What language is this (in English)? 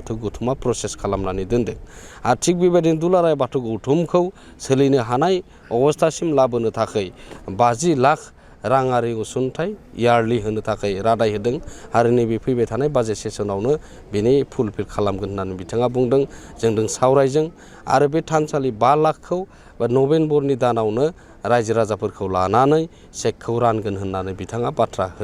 Bodo